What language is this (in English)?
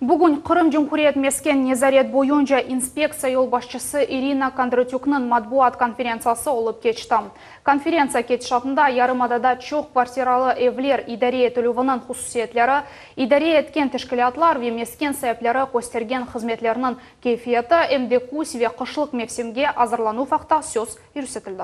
Crimean Tatar